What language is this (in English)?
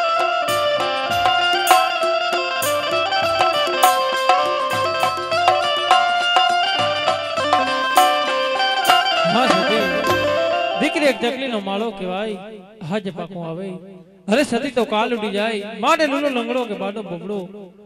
Gujarati